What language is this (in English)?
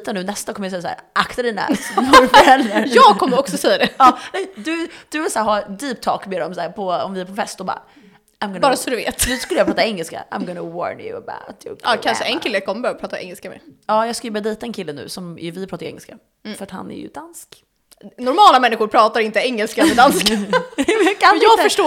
Swedish